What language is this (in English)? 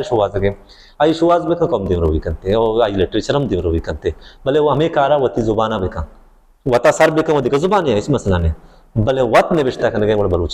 Baluchi